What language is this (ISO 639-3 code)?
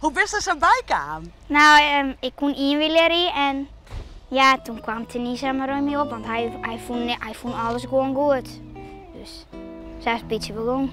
fry